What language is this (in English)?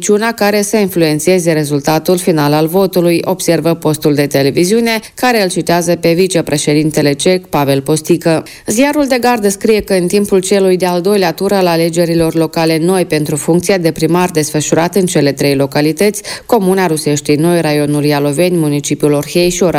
Romanian